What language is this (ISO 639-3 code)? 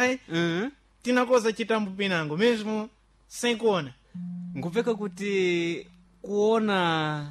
seh